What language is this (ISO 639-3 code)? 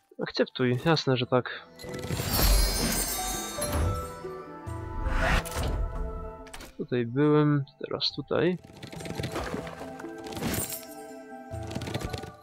pol